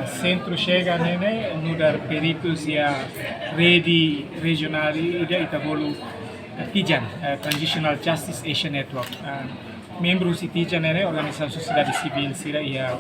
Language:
Tetum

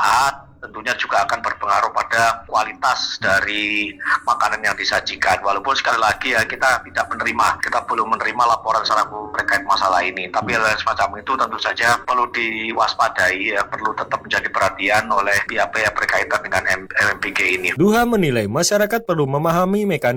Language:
Indonesian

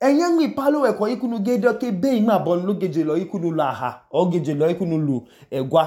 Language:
Idoma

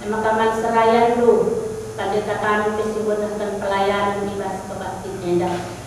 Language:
Batak Karo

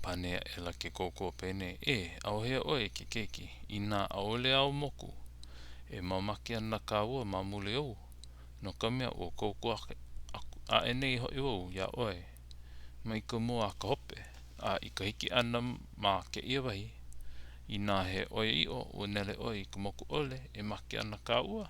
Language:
Hawaiian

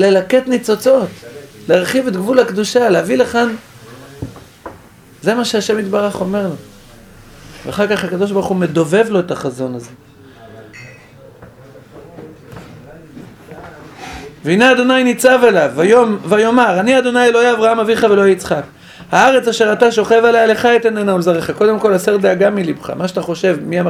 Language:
Hebrew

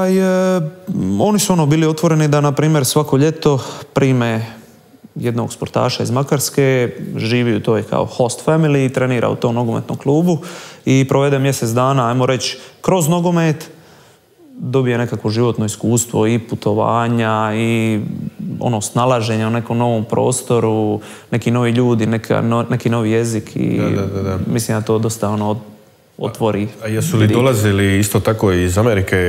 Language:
Croatian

